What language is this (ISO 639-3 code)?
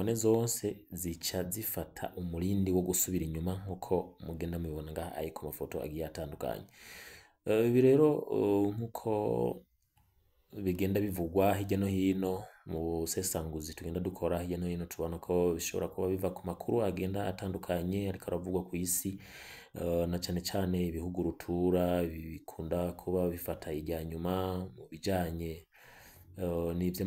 run